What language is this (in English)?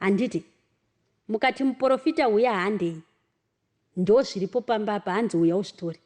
Shona